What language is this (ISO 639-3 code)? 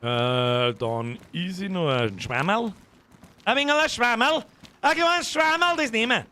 bar